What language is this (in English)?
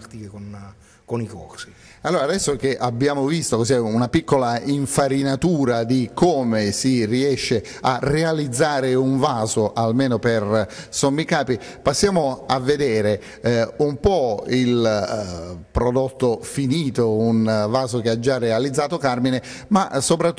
Italian